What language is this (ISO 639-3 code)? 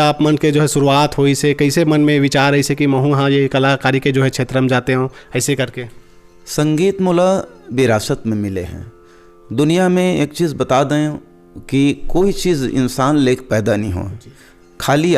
hne